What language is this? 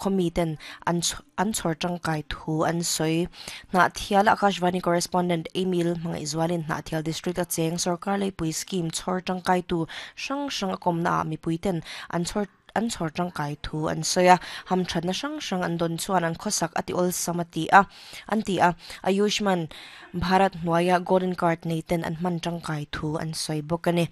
Mizo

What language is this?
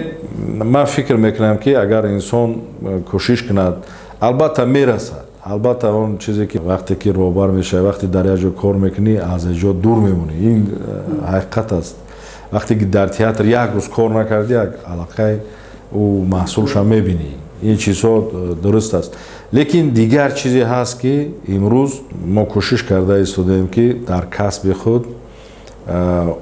Tajik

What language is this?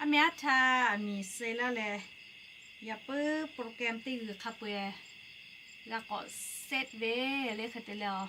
Lahu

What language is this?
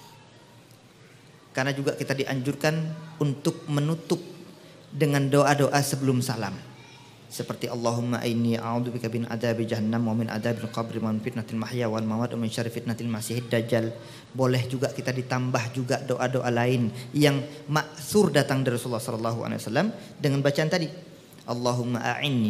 Indonesian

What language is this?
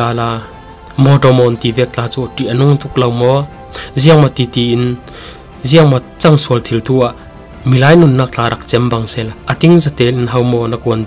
Falam Chin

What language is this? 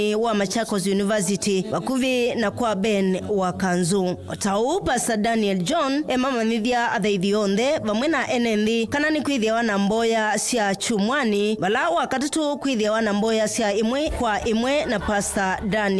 Kamba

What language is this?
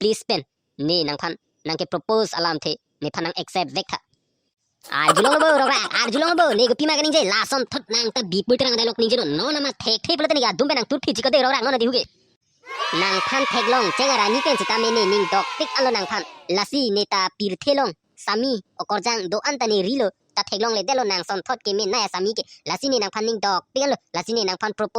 Karbi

